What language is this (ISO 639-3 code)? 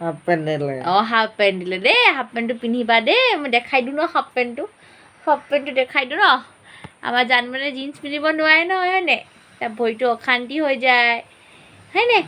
asm